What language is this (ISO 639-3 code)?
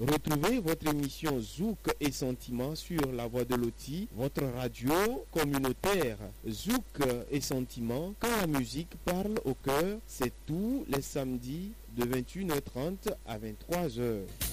fra